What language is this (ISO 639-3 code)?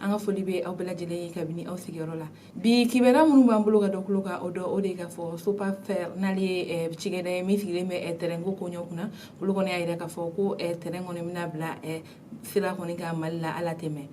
bam